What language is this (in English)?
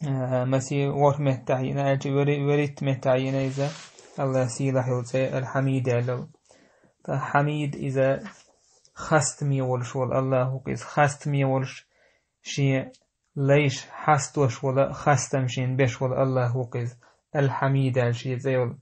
Chechen